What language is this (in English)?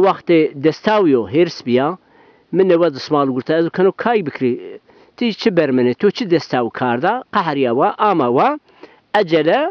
Zaza